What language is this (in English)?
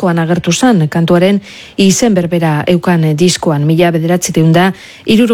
Basque